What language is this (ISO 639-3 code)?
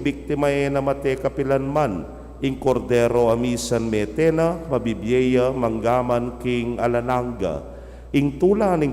pam